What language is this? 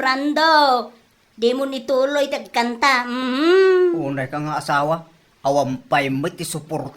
Iloko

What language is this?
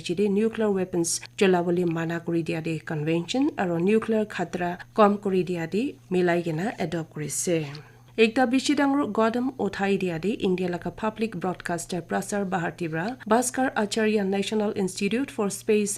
Naga Pidgin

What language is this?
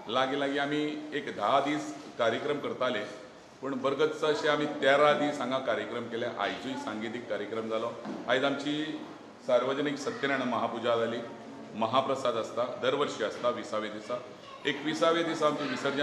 Konkani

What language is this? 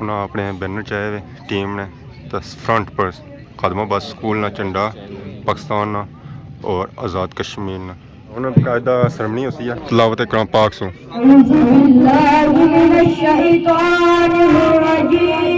Pahari-Potwari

